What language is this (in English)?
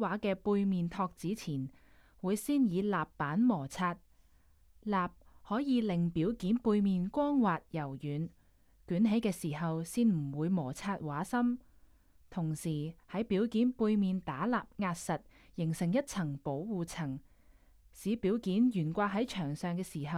Cantonese